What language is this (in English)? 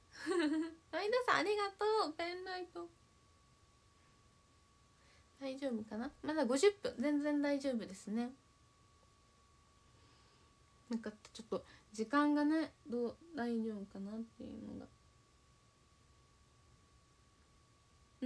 Japanese